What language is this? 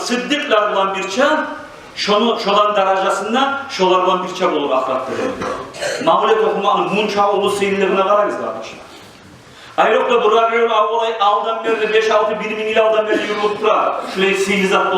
Kumyk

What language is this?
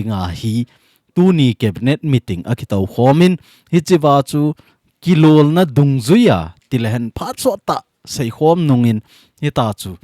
Thado Chin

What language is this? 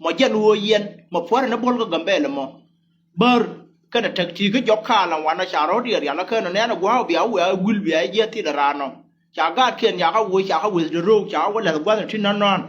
Nuer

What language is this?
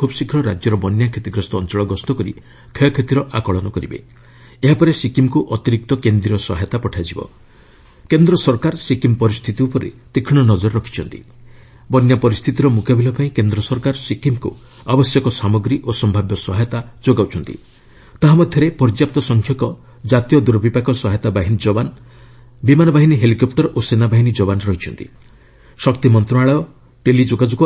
Odia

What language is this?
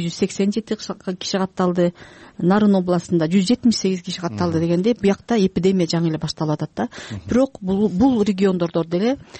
Kyrgyz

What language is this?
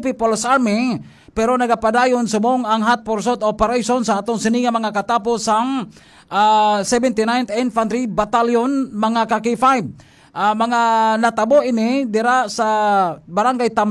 Hiligaynon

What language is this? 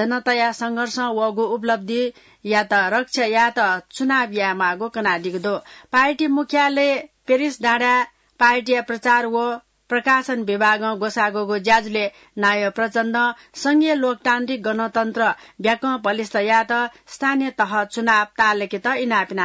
Newari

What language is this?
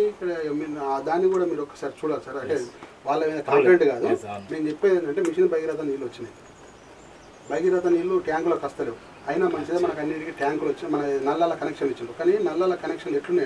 Telugu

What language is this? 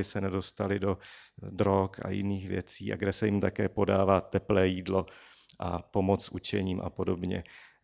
Czech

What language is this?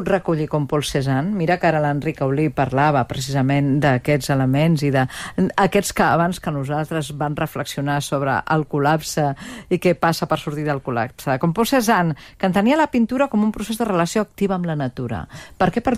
Catalan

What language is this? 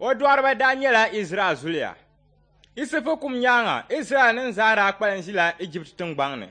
Dagbani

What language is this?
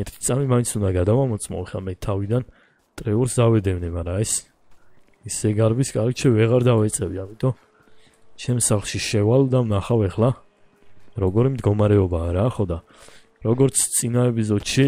Georgian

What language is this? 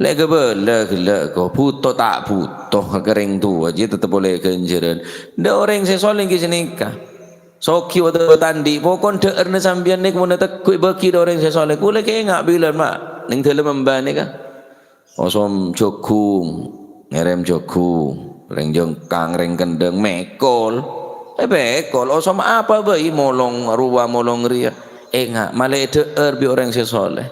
Madurese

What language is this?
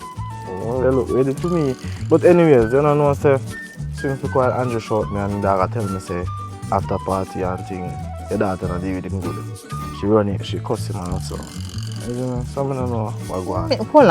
Jamaican Creole English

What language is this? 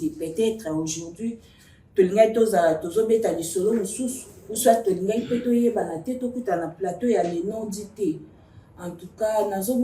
Lingala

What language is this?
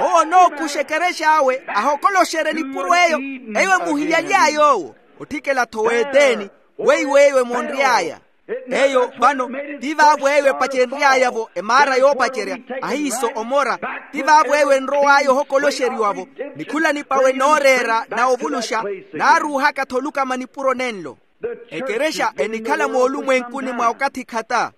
Makhuwa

